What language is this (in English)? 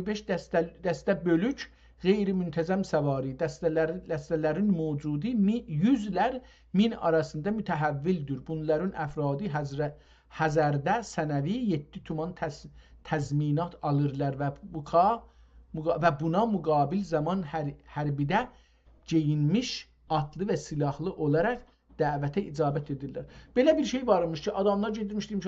South Azerbaijani